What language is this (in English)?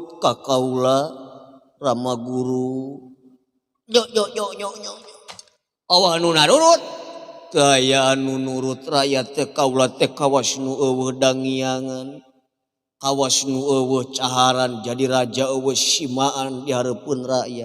Sundanese